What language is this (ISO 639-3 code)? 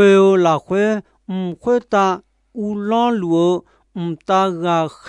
ahk